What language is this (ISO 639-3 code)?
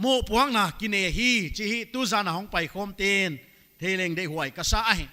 pck